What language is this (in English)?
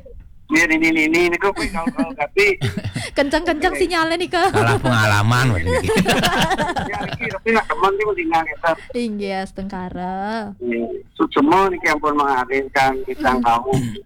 Balinese